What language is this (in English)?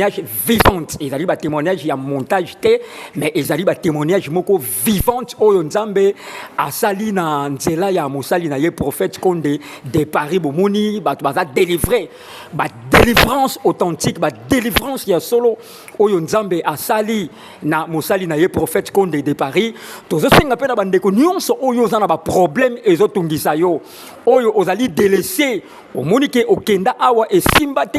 Lingala